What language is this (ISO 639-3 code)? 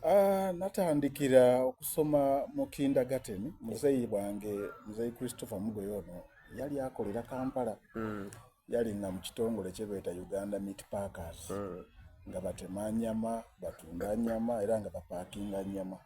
xog